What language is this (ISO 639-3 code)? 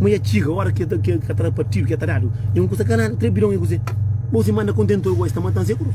kea